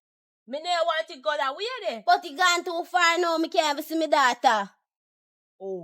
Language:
Jamaican Creole English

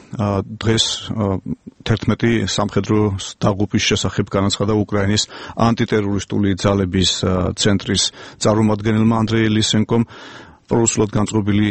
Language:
Georgian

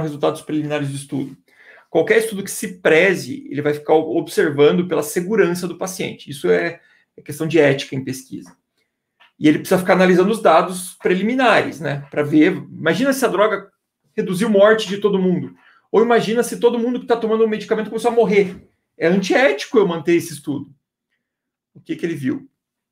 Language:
Portuguese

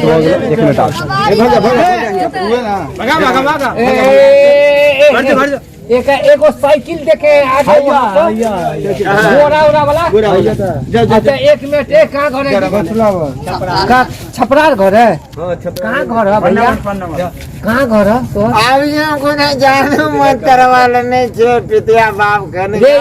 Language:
Maithili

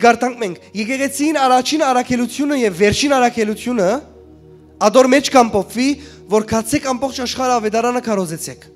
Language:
Western Armenian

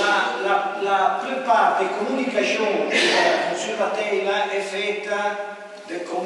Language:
Arpitan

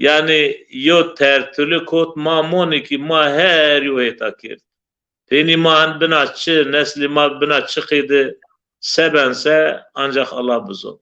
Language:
Zaza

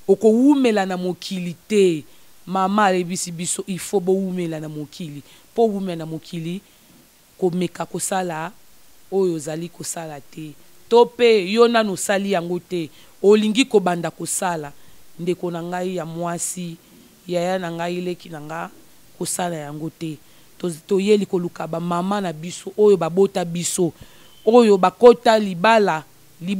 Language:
Lingala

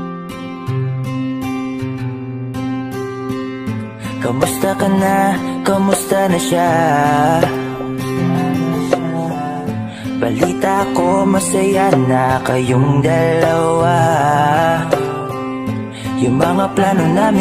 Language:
Filipino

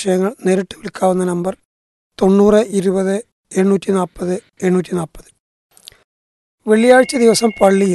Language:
Malayalam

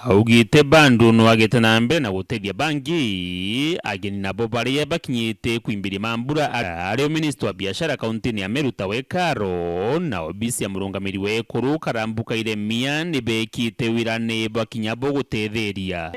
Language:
Meru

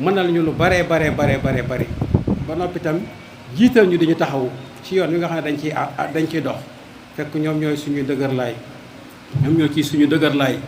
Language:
Wolof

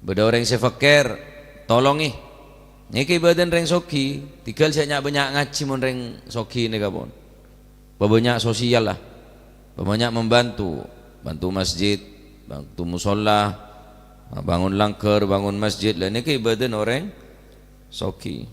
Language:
Madurese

